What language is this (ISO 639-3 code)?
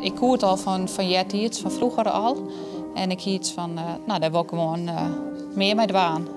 fry